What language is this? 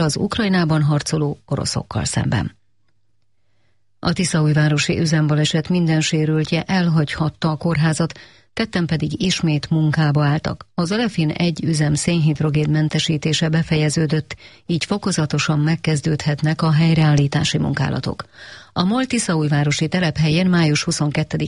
Hungarian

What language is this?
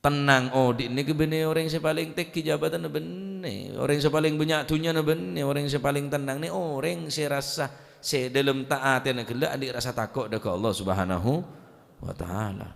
Madurese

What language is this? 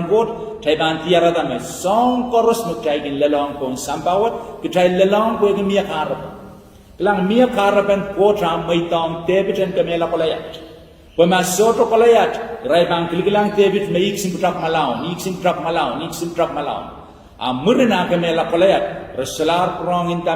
Pohnpeian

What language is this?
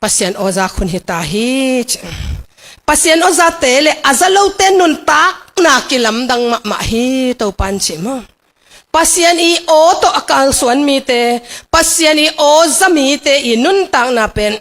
Tedim Chin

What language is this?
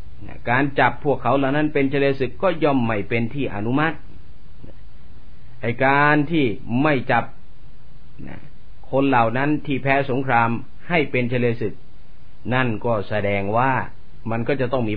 Thai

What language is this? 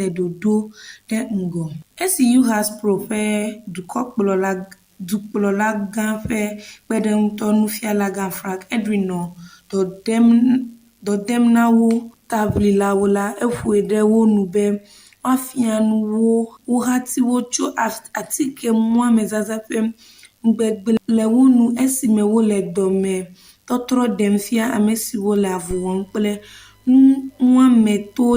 Ewe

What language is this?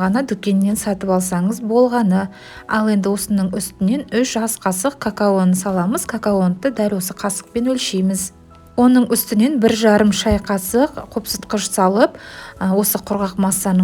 Kazakh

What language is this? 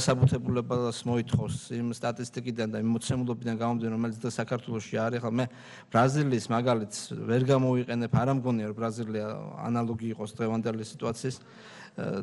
Georgian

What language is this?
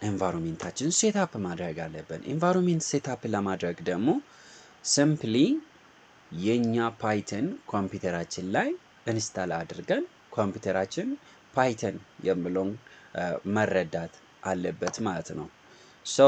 Amharic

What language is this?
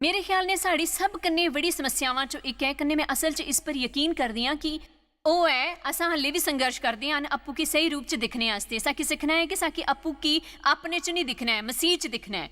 Dogri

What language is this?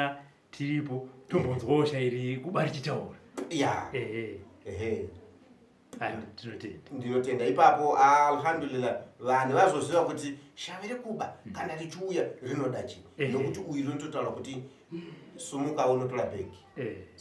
Shona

